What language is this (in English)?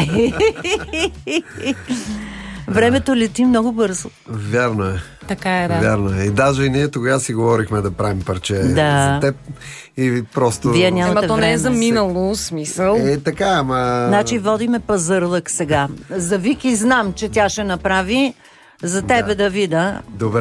Bulgarian